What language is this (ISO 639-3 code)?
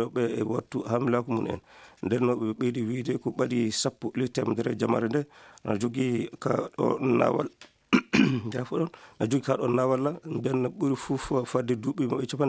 ffm